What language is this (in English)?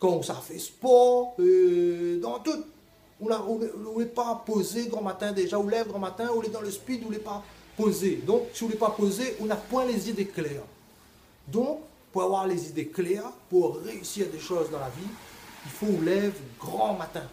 Réunion Creole French